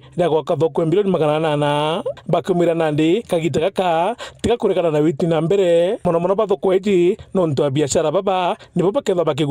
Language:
Meru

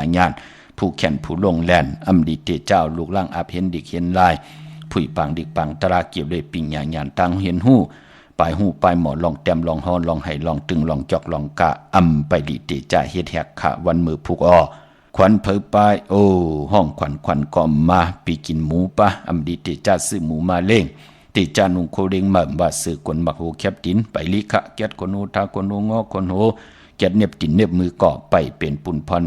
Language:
Shan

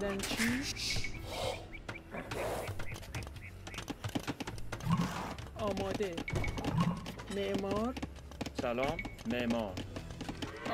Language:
Persian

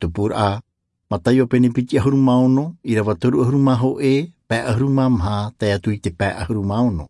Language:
Tahitian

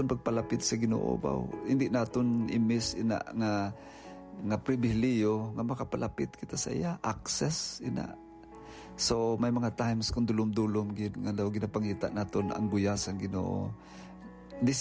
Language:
Hiligaynon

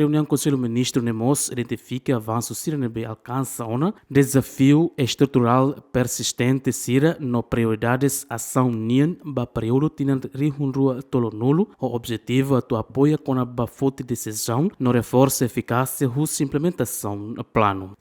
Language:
Tetum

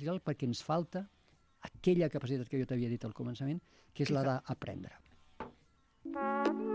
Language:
Catalan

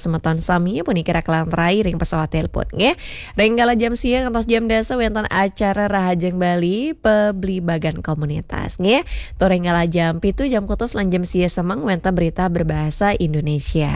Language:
Balinese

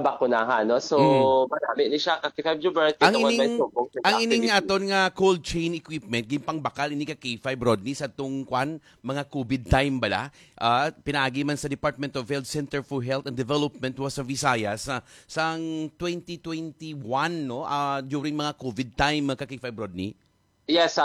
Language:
Hiligaynon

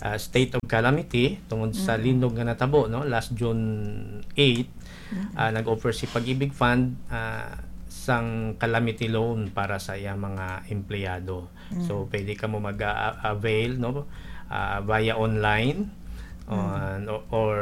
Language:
Hiligaynon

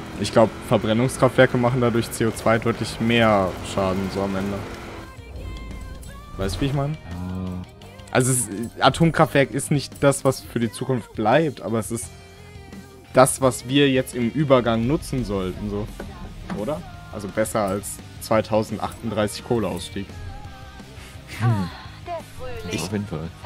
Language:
German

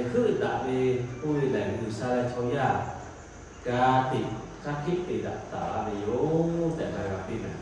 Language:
Lahu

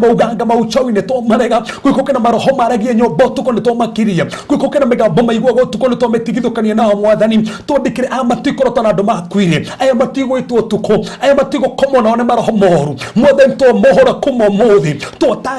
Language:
Kikuyu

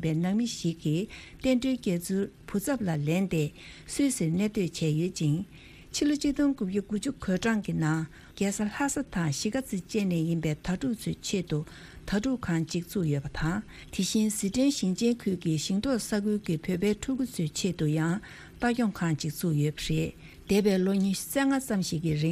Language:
Tibetan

